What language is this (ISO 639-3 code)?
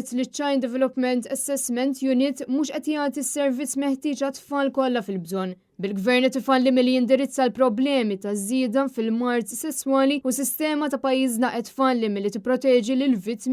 mlt